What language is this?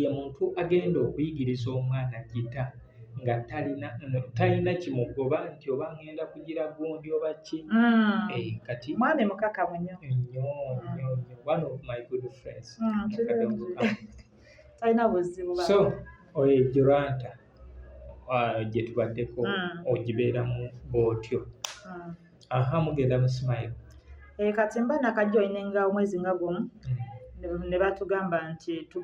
Ganda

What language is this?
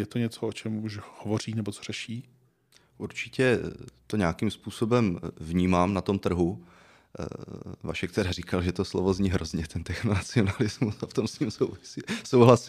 Czech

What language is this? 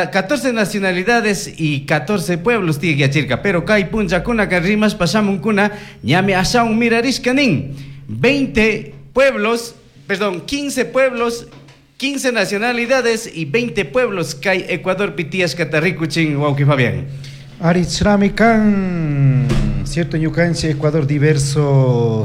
Chimborazo Highland Quichua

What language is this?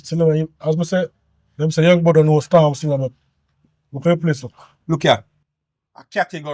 Jamaican Creole English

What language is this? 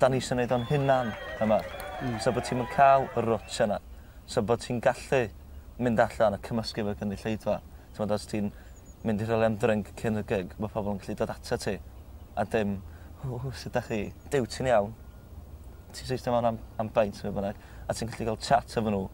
Welsh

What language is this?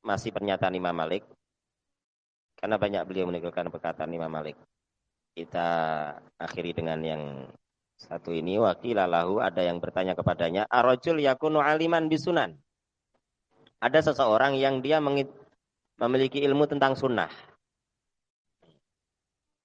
Indonesian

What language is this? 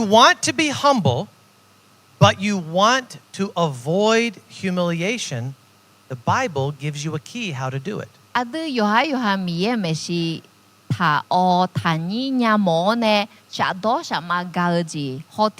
Akha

